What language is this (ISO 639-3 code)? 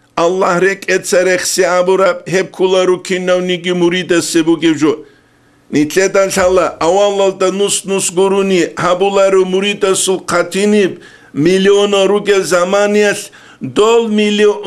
ava